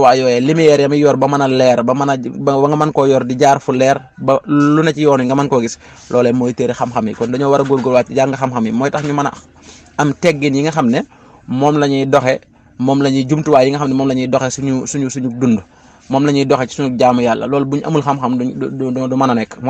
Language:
Wolof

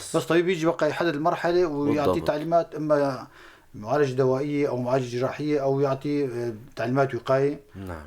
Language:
North Levantine Arabic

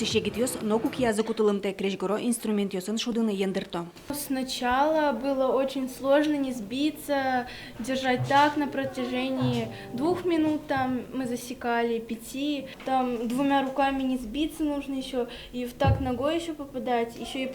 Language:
Udmurt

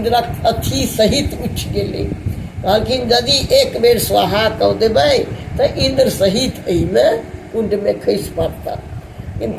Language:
Maithili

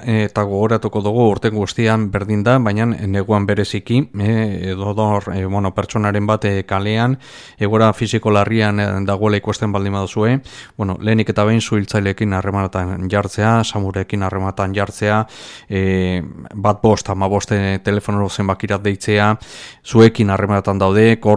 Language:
Basque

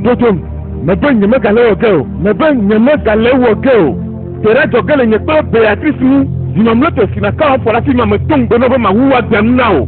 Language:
Ewe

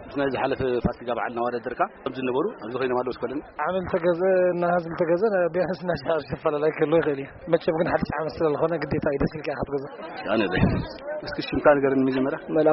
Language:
Tigrinya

